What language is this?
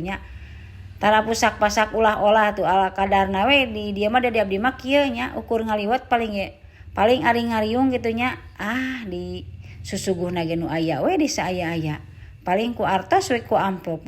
Sundanese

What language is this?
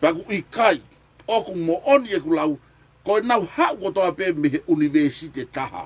Tongan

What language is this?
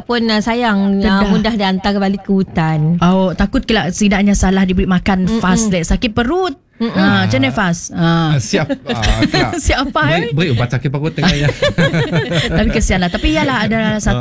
Malay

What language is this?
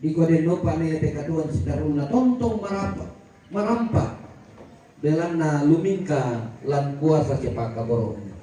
Toraja-Sa'dan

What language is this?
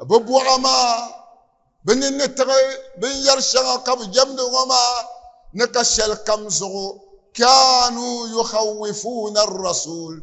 Dagbani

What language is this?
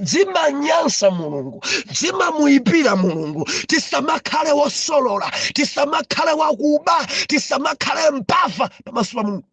Nyanja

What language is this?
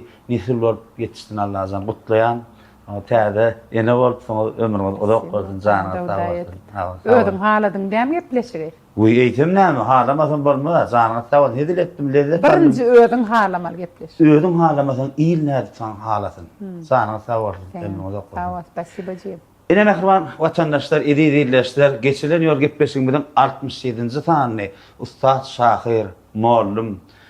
Turkmen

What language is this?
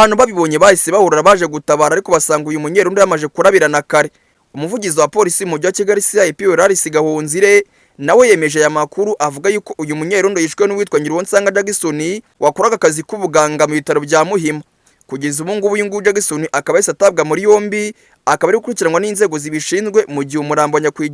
Kinyarwanda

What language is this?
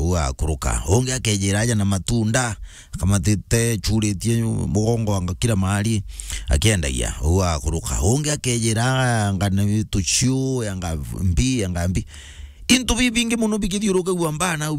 Meru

